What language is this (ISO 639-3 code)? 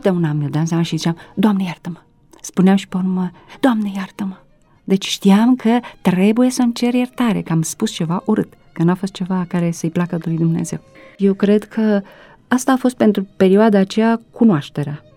ron